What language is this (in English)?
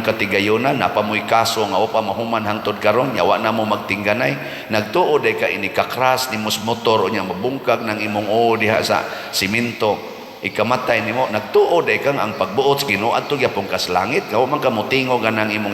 Cebuano